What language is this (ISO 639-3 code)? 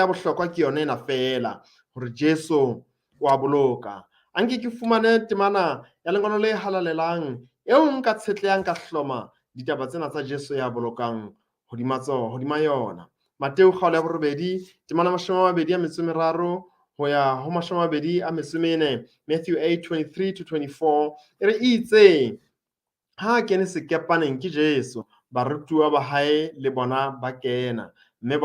sot